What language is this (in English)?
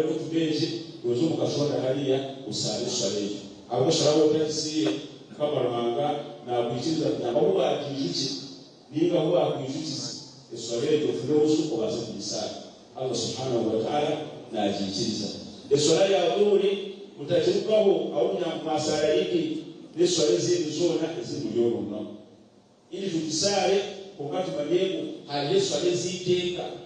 Nyankole